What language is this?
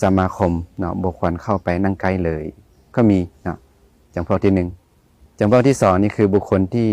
Lao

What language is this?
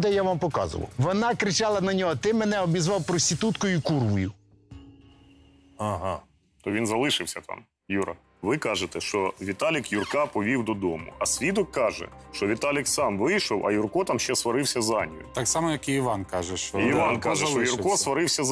Ukrainian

